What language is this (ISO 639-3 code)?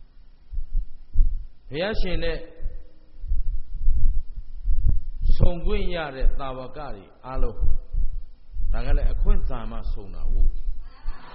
mya